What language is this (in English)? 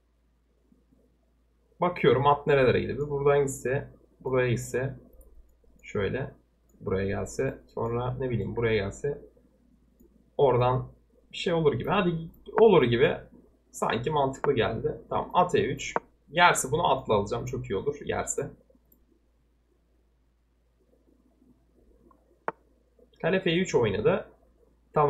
Turkish